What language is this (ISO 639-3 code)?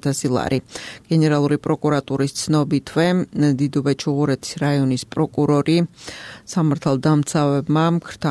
kat